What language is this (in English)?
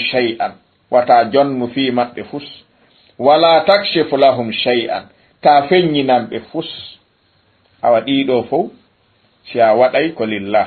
Fula